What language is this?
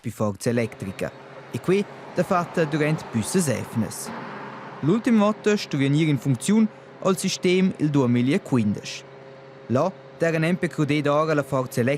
Romansh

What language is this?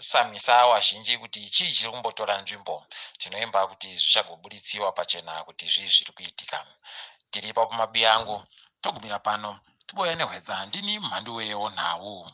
Ndau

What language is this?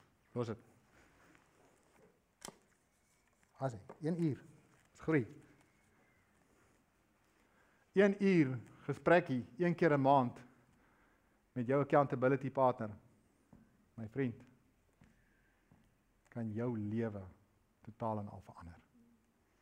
Afrikaans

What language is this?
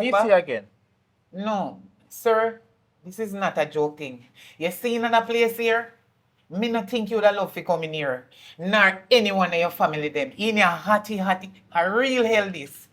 Jamaican Creole English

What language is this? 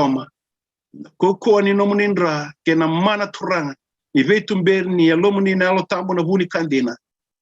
Fijian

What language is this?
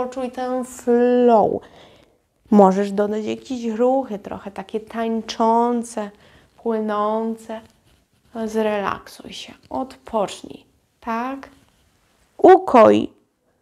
Polish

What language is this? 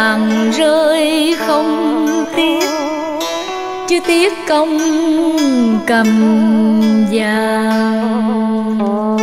Vietnamese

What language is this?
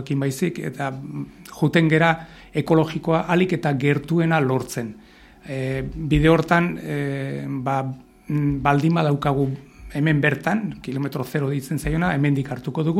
Basque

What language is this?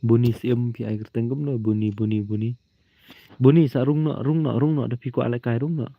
Khasi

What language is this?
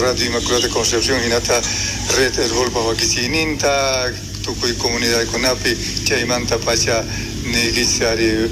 South Bolivian Quechua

